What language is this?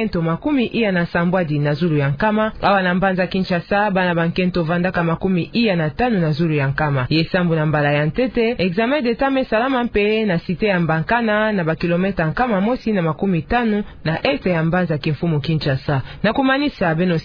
Kituba (Democratic Republic of Congo)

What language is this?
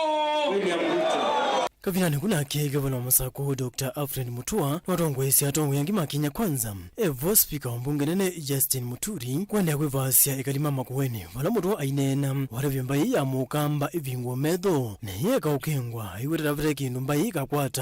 Kamba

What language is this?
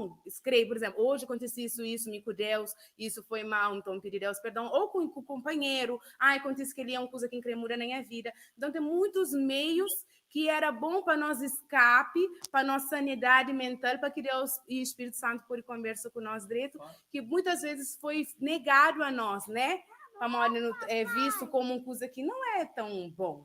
Kabuverdianu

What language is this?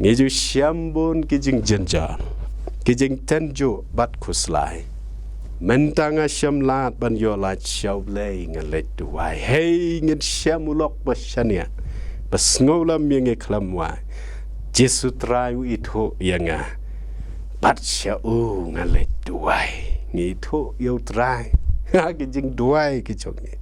Khasi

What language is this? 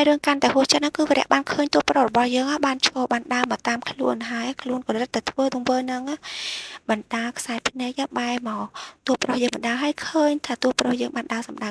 Khmer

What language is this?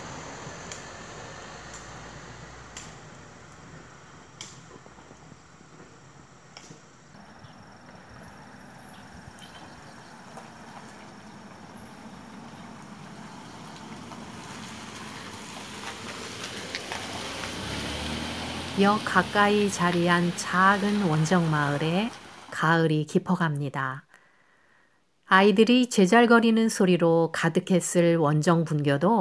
Korean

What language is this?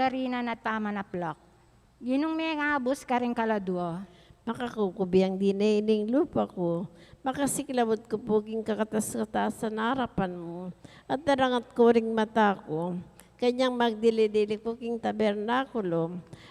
Pampanga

